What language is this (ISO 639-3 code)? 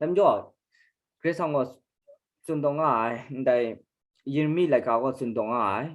kac